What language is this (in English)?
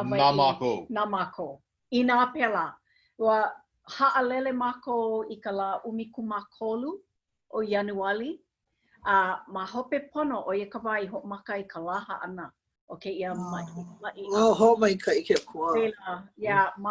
Hawaiian